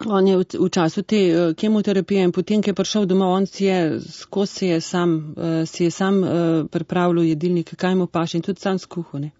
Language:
Slovenian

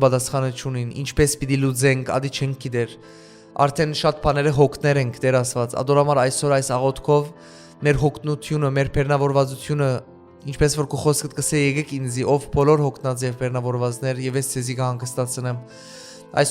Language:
Western Armenian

